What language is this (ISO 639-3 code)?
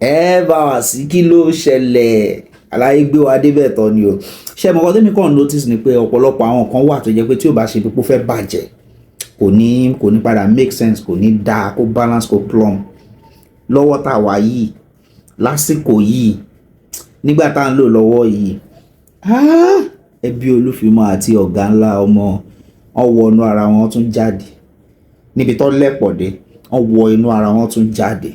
yor